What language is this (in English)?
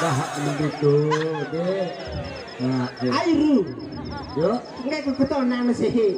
Sasak